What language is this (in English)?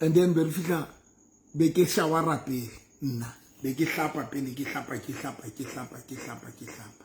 Southern Sotho